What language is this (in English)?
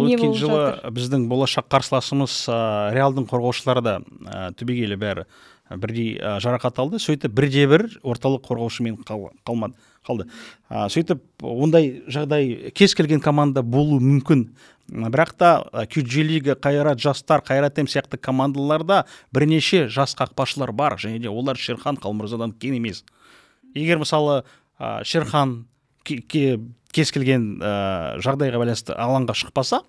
Kazakh